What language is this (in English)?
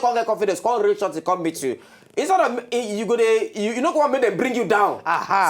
Nigerian Pidgin